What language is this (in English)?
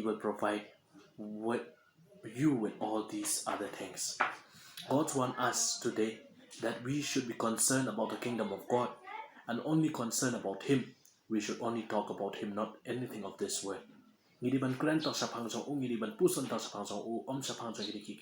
Khasi